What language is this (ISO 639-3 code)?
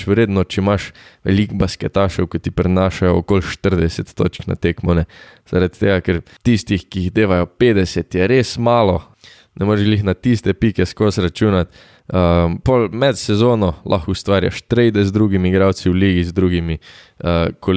slv